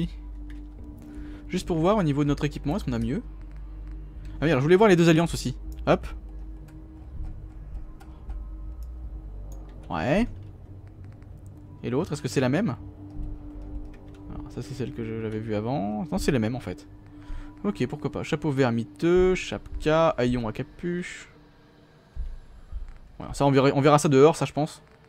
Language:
French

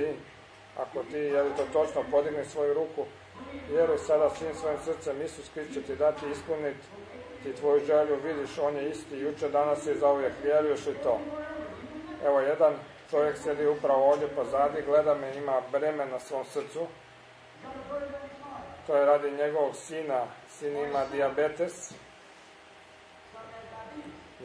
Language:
Croatian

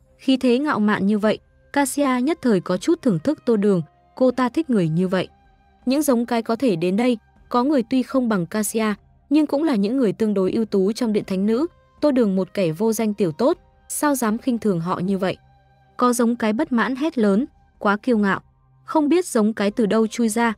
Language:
Vietnamese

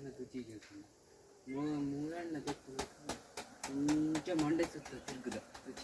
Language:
Tulu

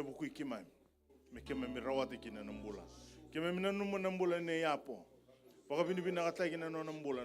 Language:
Fijian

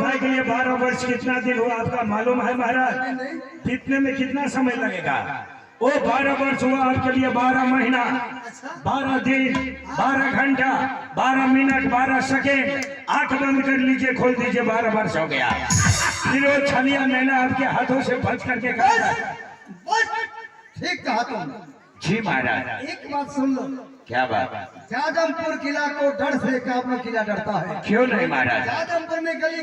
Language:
Maithili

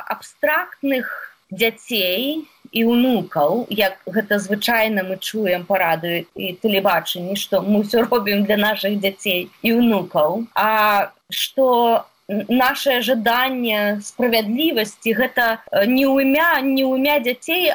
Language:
Belarusian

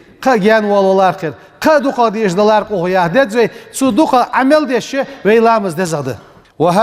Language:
Ingush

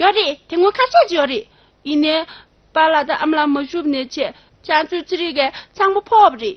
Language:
Tibetan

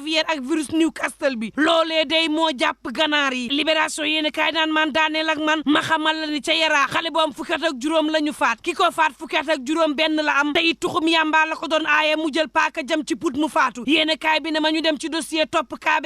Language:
Wolof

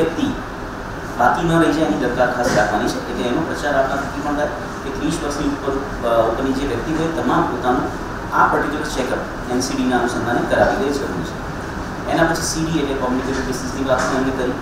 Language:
Gujarati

